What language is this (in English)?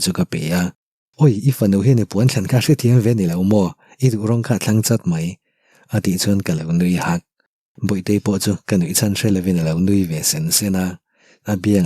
Mizo